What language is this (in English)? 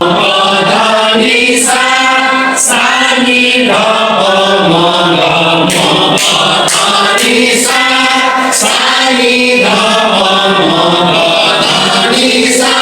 Newari